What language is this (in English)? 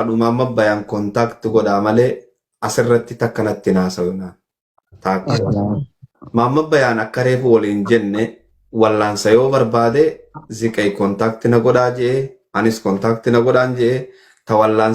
Oromo